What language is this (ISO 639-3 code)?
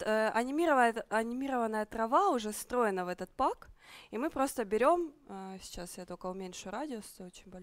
rus